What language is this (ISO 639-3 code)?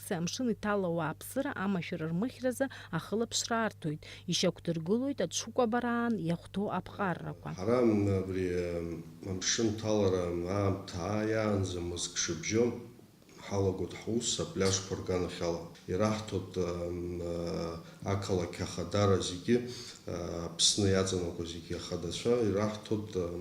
abk